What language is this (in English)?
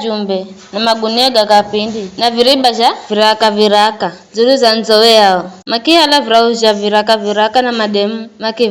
Giryama